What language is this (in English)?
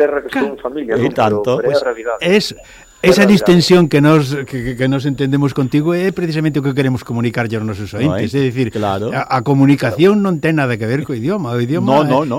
Galician